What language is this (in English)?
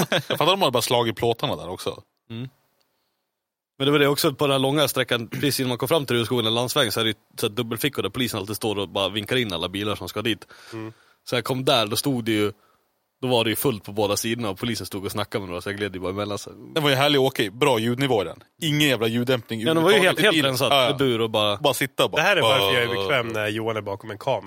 Swedish